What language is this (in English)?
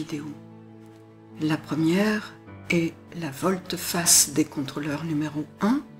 French